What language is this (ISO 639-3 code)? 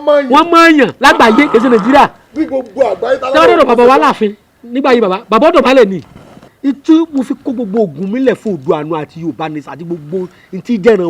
yor